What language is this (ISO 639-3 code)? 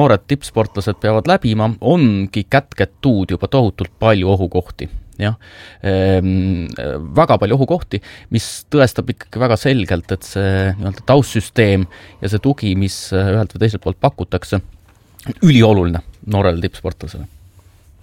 est